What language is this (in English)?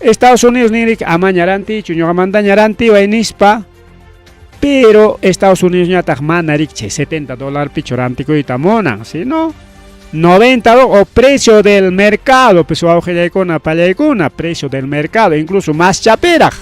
Ayacucho Quechua